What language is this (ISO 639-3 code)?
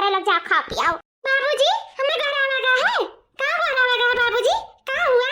awa